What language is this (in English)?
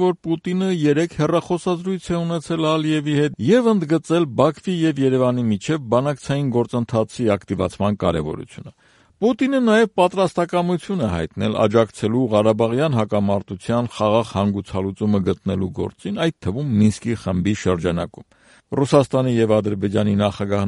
Armenian